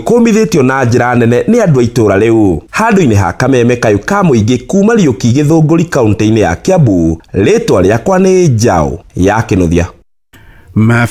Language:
Kikuyu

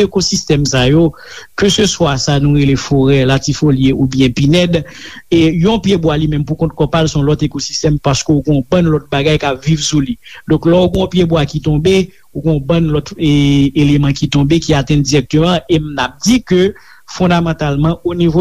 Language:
Haitian Creole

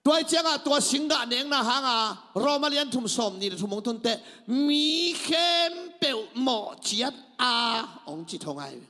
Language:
Tedim Chin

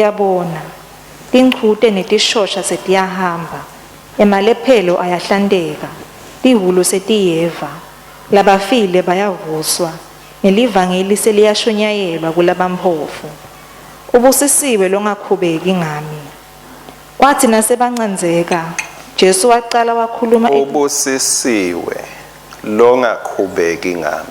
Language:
Swati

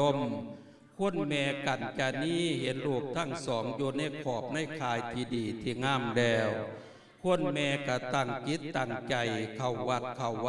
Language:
Lao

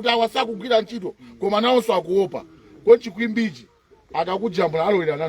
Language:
Nyanja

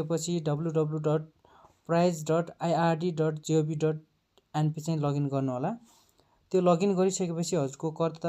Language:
Nepali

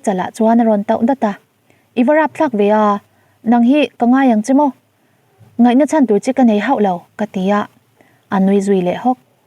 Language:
Mizo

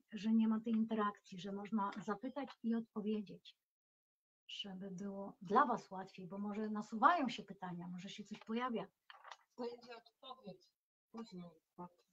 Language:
Polish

